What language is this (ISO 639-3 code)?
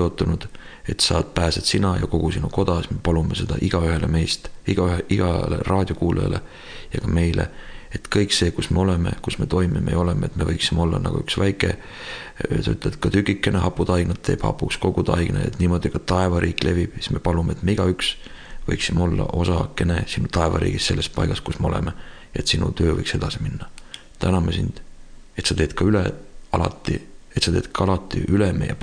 est